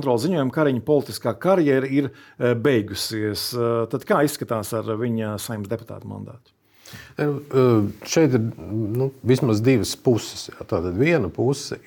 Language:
Latvian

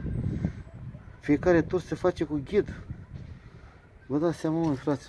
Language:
Romanian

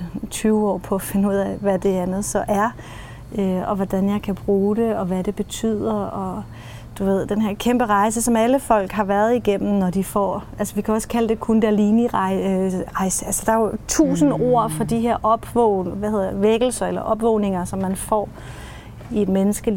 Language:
Danish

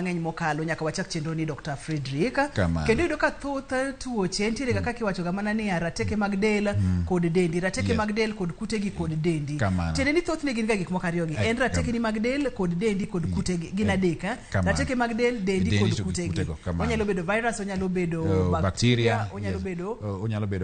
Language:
Luo (Kenya and Tanzania)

